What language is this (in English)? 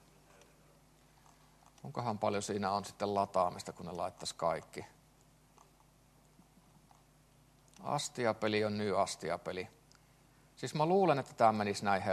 Finnish